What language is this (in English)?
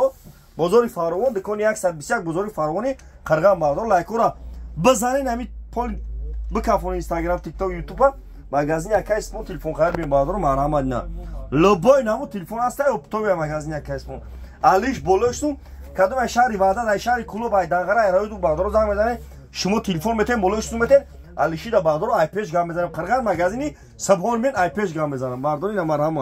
Tajik